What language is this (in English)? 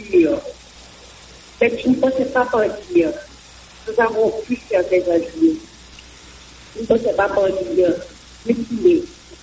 French